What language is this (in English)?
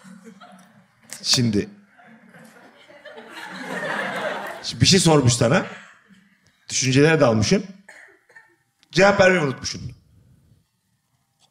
Turkish